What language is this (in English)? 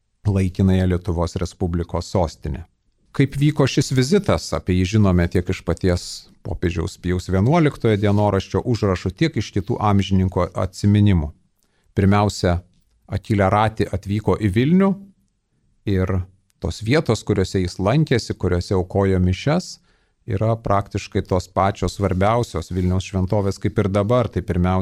Lithuanian